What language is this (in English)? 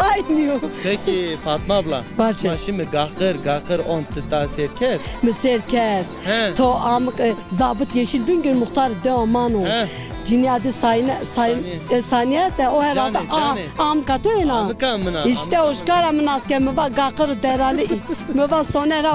Zaza